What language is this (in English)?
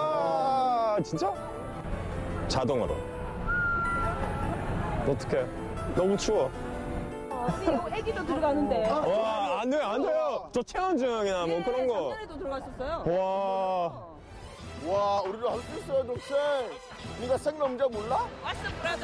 Korean